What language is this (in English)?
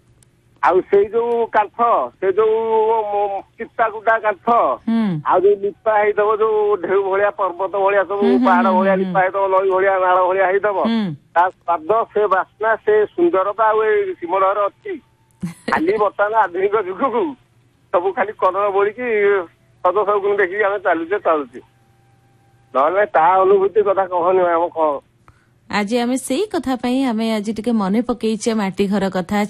Odia